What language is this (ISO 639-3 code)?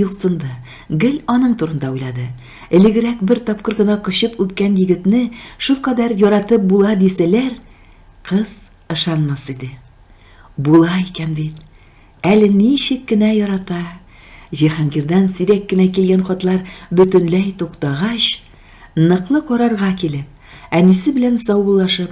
tat